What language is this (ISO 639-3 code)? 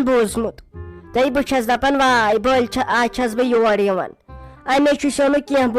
kas